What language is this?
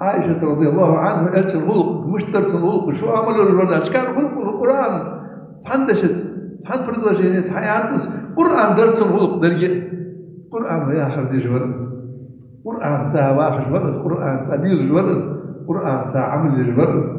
Ingush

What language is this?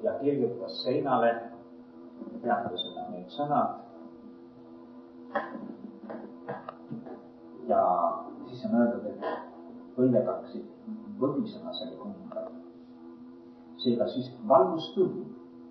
Estonian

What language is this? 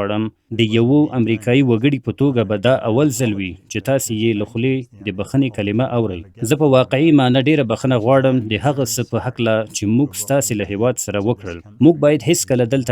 Pashto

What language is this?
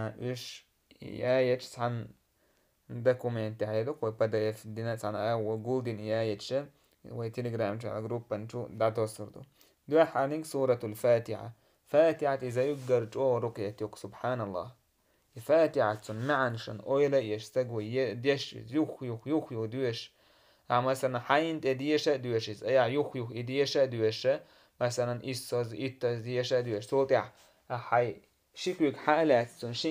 Chechen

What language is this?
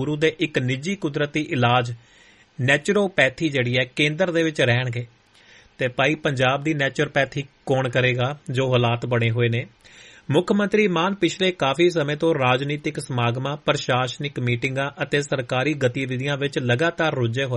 Punjabi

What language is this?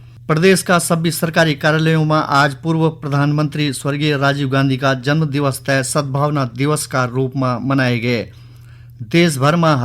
Garhwali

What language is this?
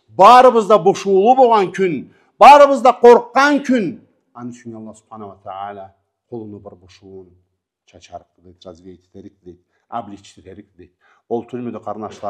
Karachay-Balkar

